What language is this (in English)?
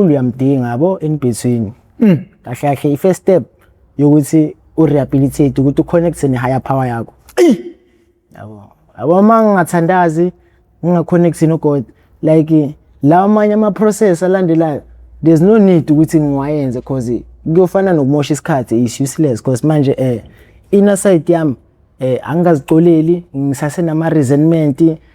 Zulu